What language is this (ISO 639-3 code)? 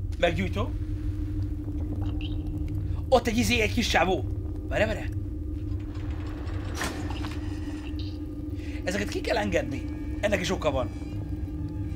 hun